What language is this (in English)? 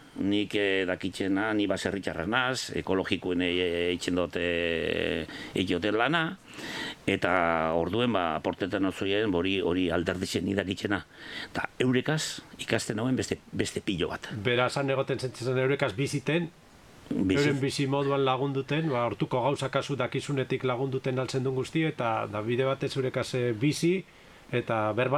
Basque